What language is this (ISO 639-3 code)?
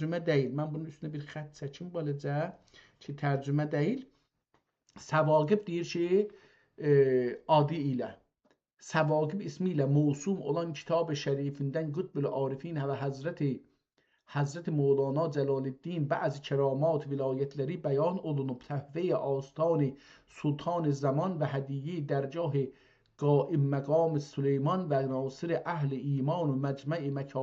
azb